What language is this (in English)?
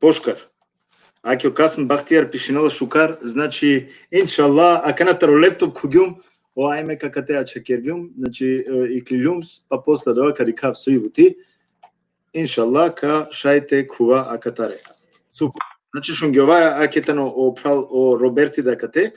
Balkan Romani